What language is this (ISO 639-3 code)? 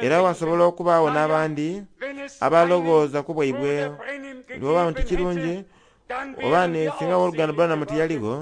xog